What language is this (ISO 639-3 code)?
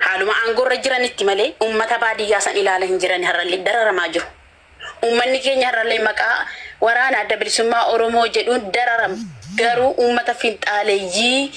orm